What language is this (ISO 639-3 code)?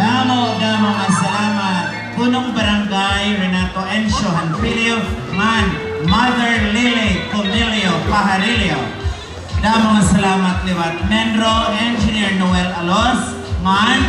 war